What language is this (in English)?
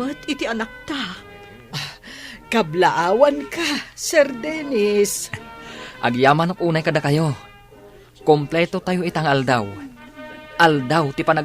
Iloko